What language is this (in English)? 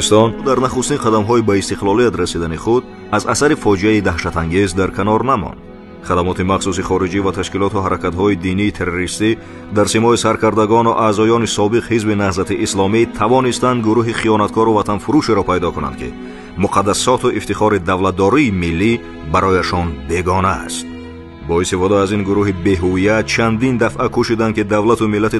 Tajik